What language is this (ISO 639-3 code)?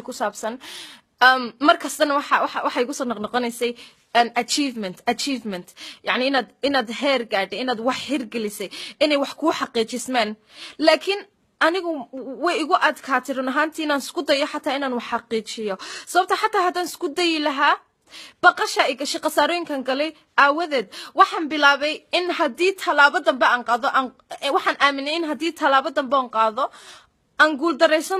som